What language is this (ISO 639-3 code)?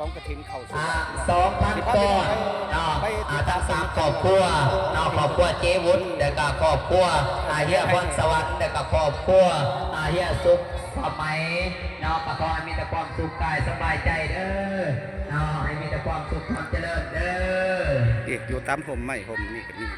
lao